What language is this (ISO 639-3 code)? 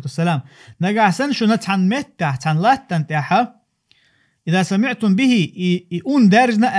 che